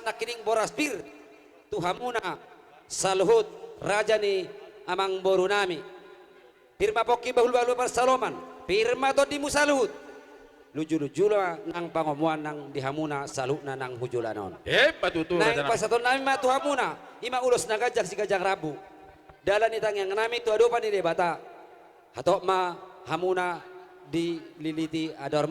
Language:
Batak Toba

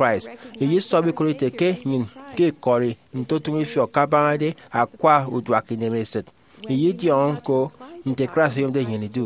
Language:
Efik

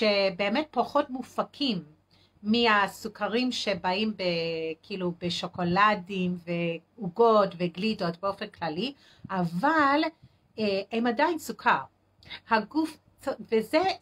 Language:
Hebrew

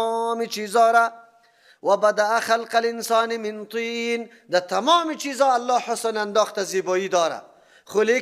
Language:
Persian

